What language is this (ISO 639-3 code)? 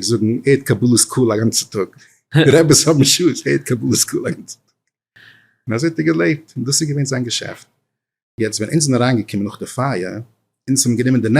yid